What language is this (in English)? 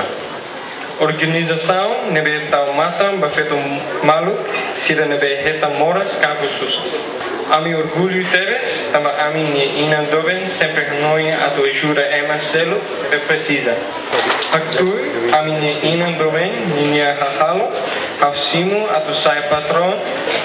Tetum